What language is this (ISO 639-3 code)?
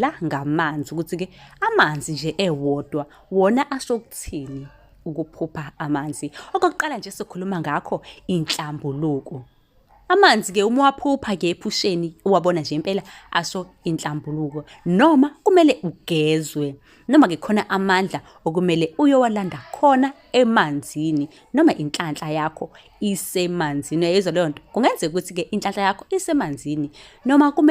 zul